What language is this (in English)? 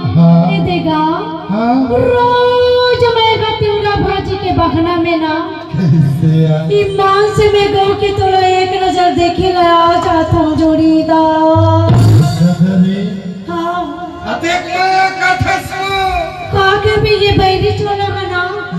Chhattisgarhi